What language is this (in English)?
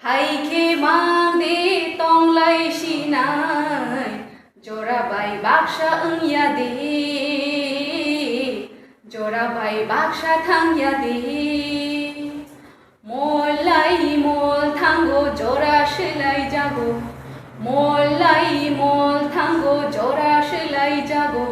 Kok Borok